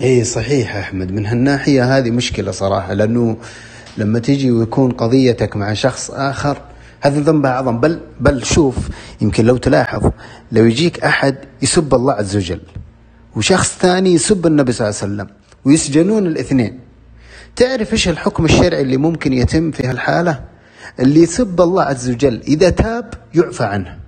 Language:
Najdi Arabic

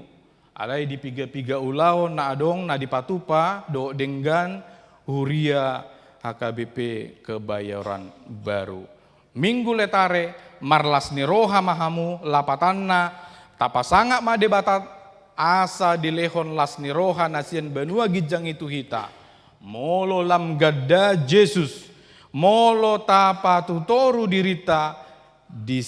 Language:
Batak Toba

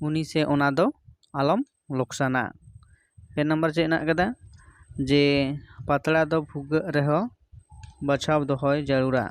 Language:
Santali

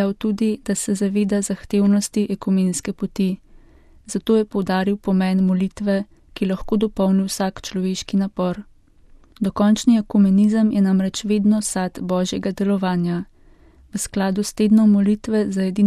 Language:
Slovenian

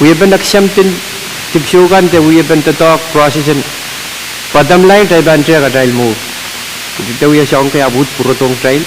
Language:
Pohnpeian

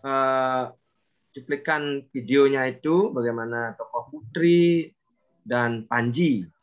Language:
Indonesian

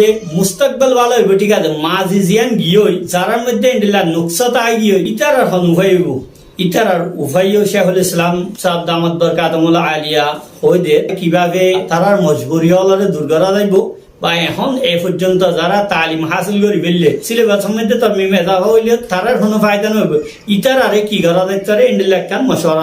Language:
Rohingya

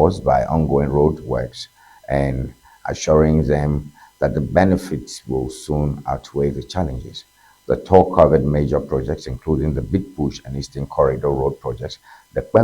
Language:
Ewe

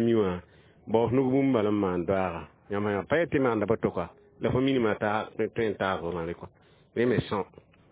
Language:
Mossi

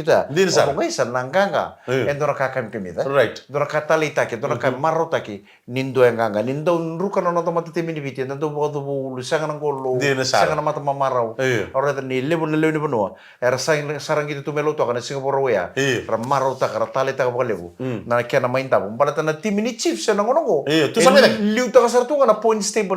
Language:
Fijian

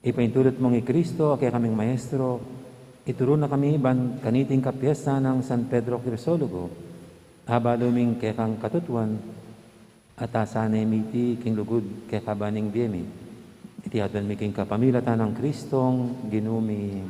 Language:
Pampanga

